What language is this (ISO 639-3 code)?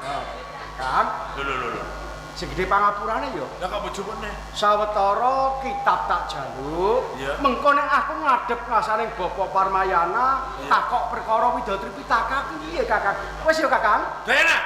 jav